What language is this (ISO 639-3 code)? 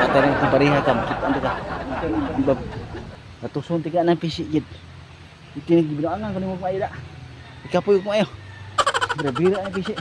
ceb